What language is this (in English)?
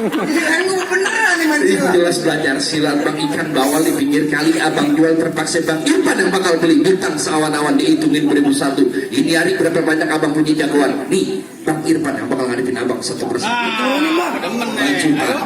Betawi